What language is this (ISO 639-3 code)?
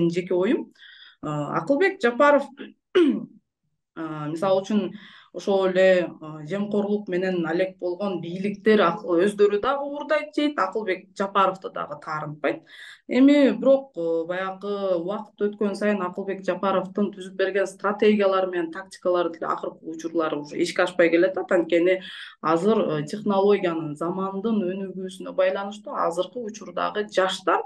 kir